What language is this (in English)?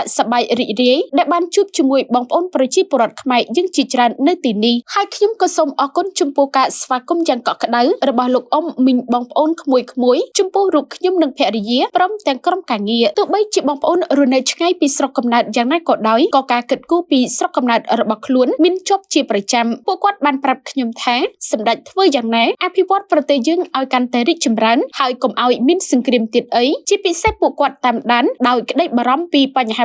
Khmer